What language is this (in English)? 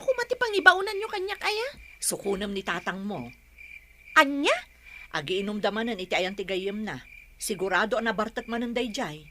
Iloko